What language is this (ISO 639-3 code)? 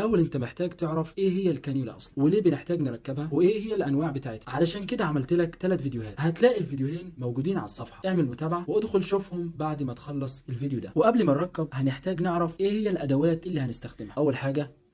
arz